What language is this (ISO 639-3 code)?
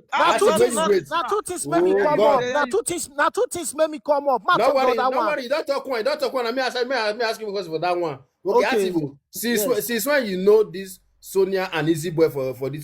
pcm